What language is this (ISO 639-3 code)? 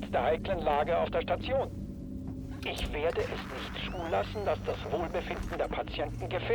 bar